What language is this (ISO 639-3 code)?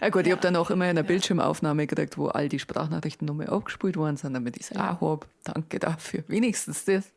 bar